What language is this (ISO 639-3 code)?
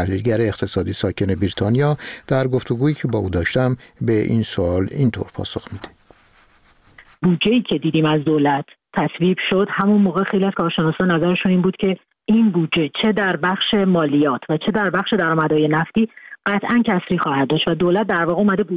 fas